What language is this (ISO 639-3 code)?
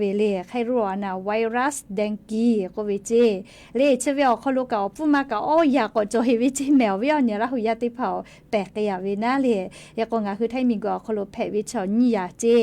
lhu